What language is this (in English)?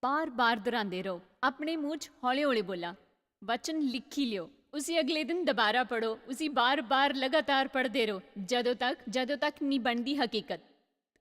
Dogri